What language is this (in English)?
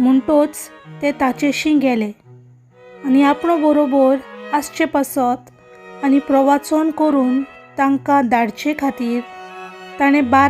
Konkani